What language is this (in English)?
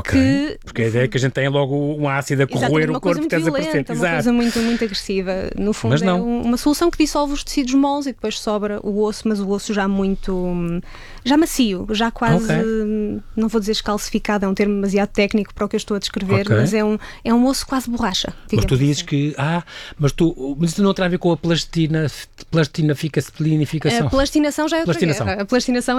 Portuguese